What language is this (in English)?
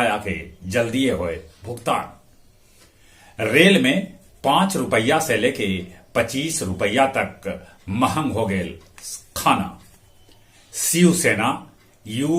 Magahi